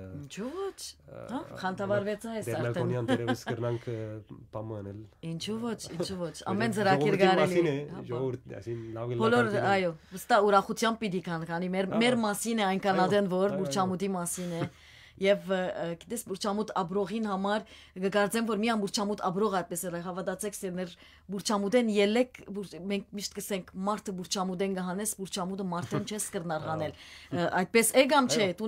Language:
Western Armenian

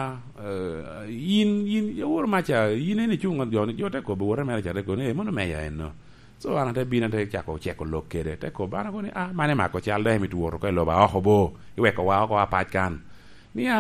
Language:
Lango (Uganda)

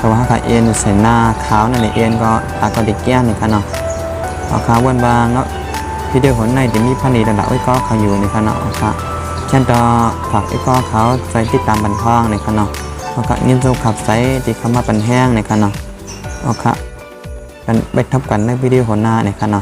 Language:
Shan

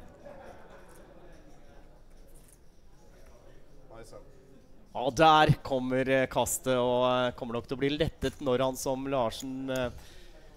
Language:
Norwegian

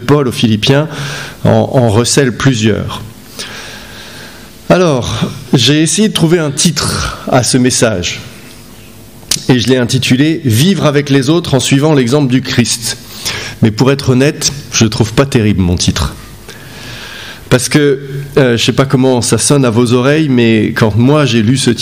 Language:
French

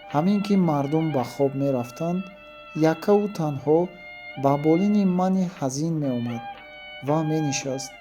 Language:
Tajik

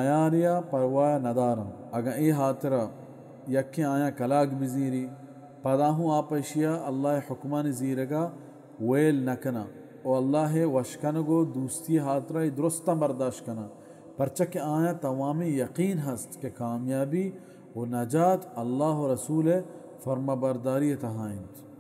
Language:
Baluchi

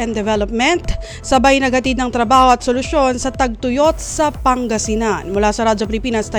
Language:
Filipino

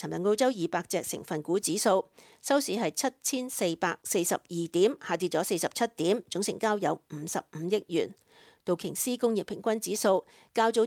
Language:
Cantonese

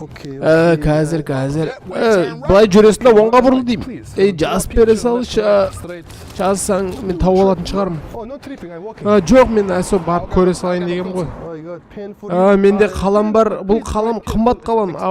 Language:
Kazakh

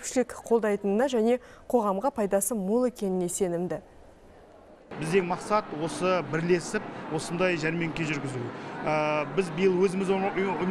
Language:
Kazakh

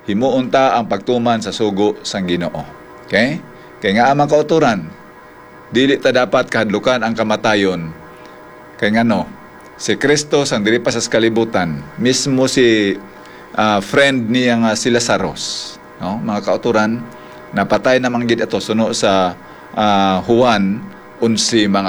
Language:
Hiligaynon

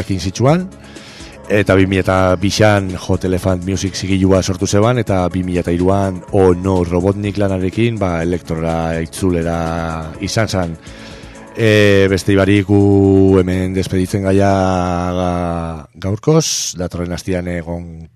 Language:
Basque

